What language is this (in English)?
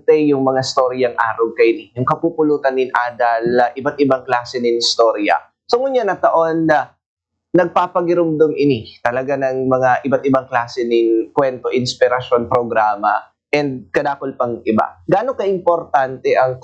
Bikol